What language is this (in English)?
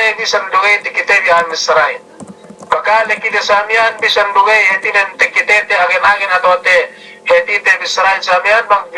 Yakan